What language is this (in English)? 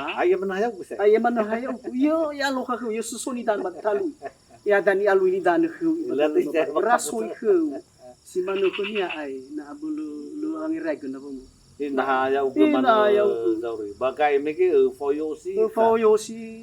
Nias